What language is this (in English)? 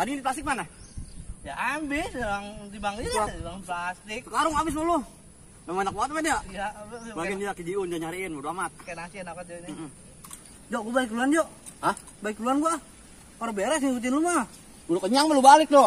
Betawi